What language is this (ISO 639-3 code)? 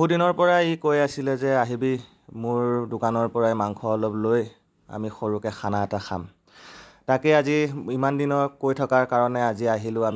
asm